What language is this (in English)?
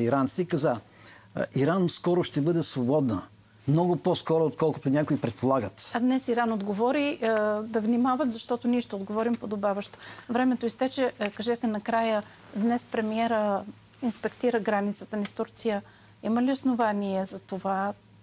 Bulgarian